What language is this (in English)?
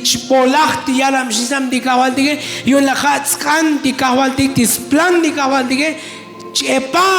Tzotzil